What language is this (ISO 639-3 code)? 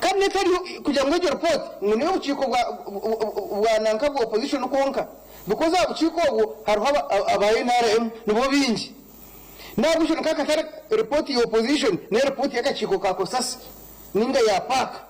nyn